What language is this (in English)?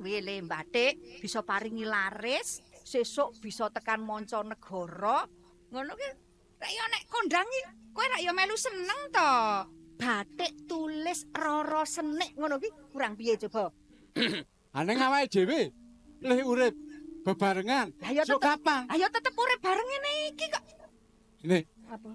Javanese